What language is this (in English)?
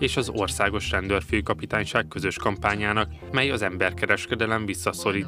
Hungarian